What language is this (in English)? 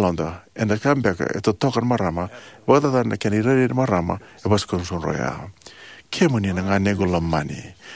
Fijian